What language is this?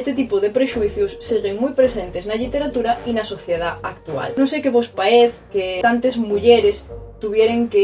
Asturian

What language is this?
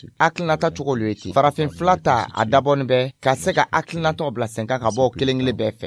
Dyula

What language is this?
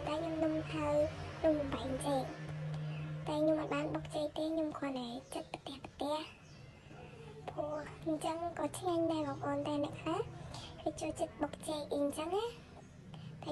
Khmer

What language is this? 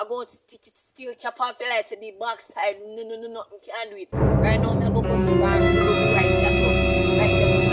Jamaican Creole English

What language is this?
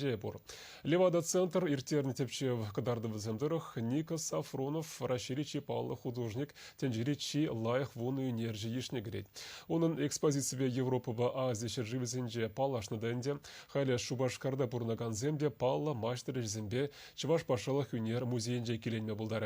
Chuvash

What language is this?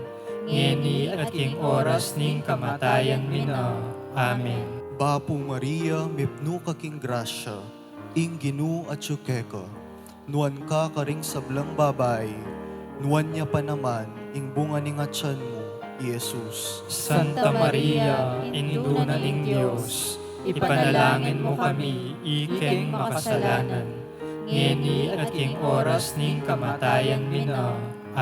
Pampanga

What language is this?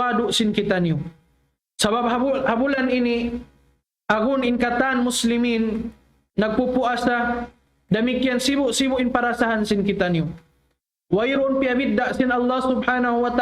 Tausug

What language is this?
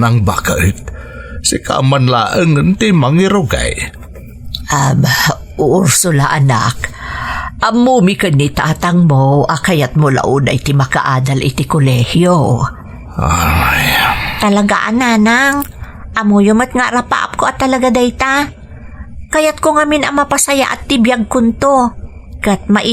Iloko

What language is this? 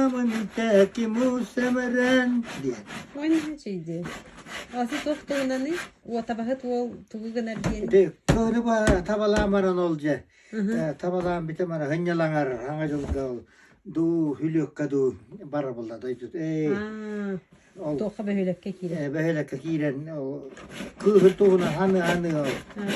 Yakut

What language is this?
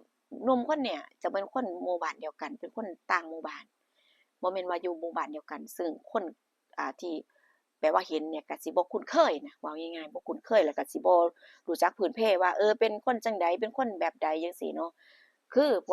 Northeastern Thai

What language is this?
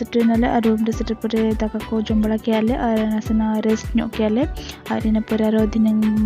Santali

